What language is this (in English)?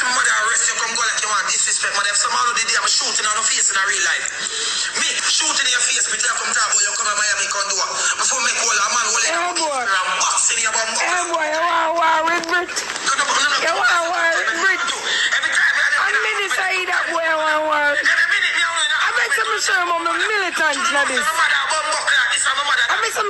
Jamaican Creole English